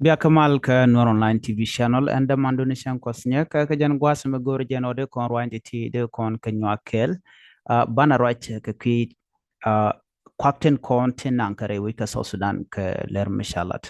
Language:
Nuer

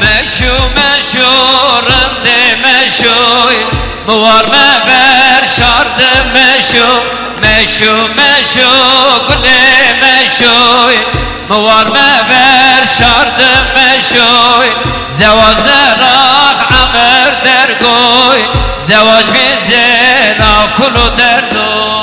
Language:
Zaza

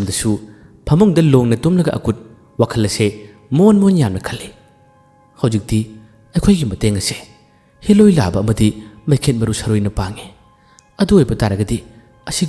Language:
Manipuri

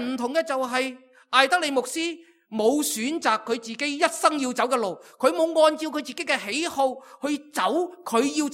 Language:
Cantonese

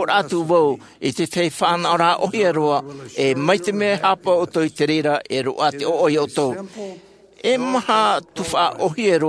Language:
Tahitian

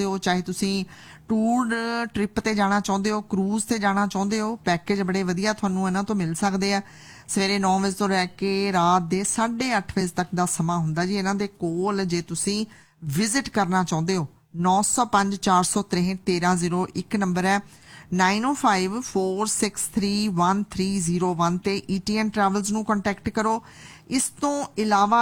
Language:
Punjabi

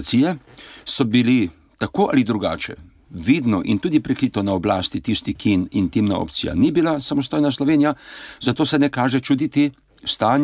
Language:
Slovenian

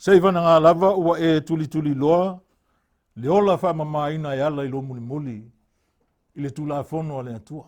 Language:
Samoan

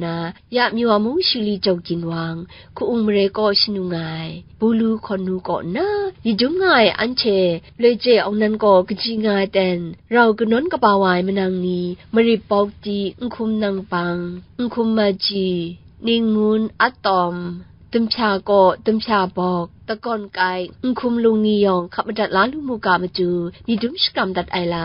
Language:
Kachin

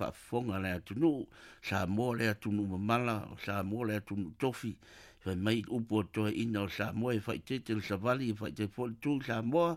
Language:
Samoan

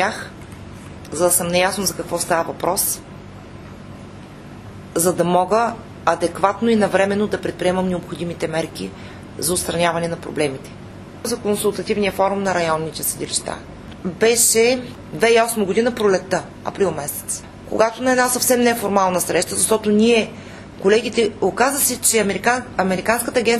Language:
Bulgarian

